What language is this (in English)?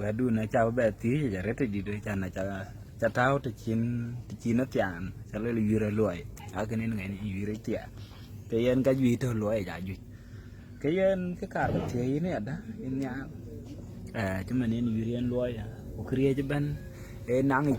Dinka